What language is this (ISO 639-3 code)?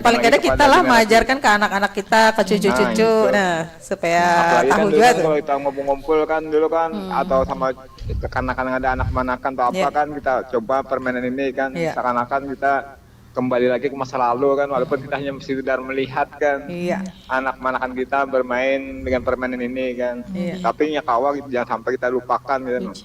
bjn